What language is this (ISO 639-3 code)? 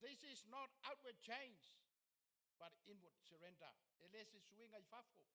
smo